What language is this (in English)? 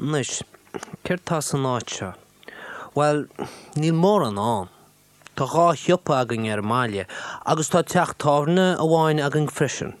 Irish